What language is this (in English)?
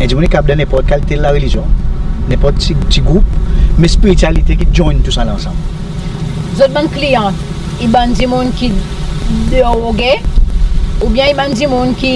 Seselwa Creole French